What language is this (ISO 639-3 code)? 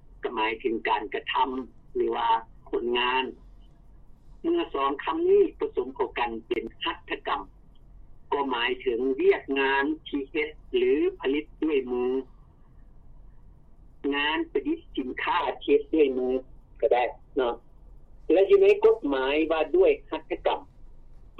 lao